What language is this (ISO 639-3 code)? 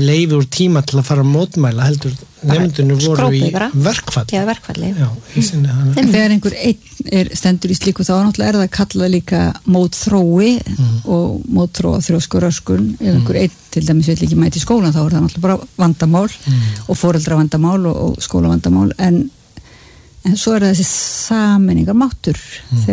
isl